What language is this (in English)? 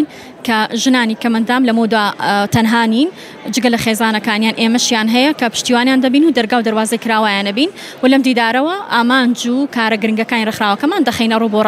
Central Kurdish